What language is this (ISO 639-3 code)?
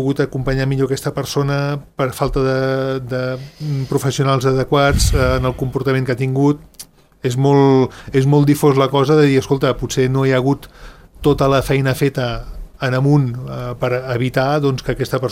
cat